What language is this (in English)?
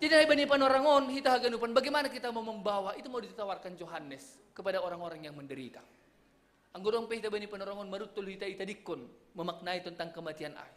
Batak Simalungun